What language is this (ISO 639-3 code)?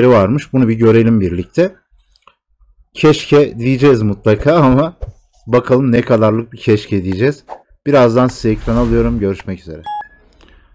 tur